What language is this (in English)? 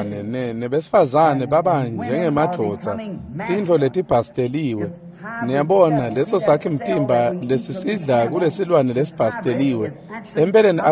Swati